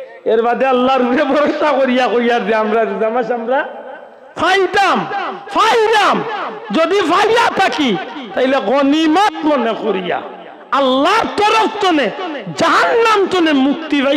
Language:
Sylheti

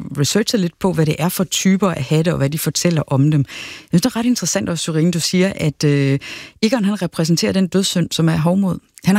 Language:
Danish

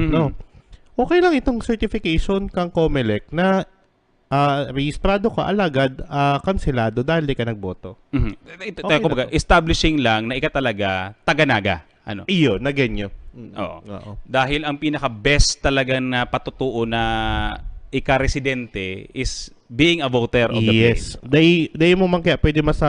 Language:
Bikol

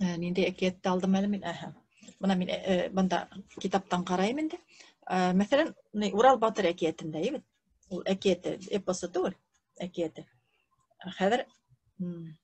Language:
Bashkir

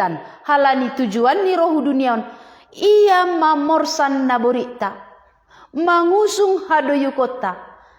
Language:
Batak Simalungun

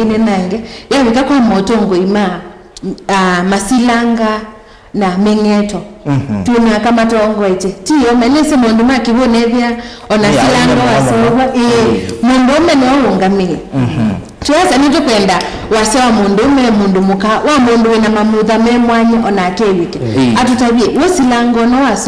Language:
Kamba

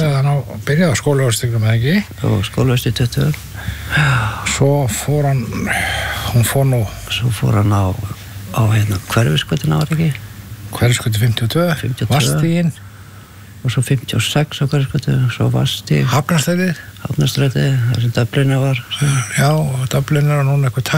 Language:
Icelandic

